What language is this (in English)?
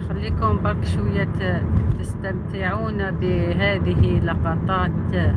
Algerian Arabic